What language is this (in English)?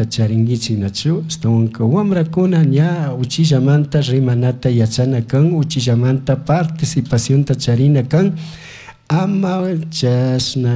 Chimborazo Highland Quichua